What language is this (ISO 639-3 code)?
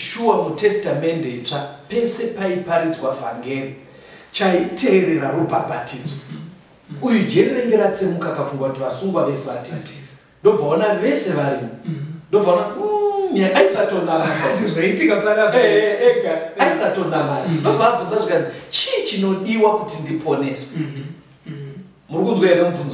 sna